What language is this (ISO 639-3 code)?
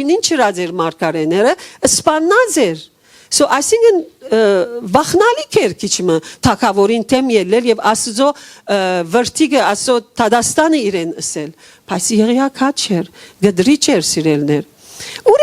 hyw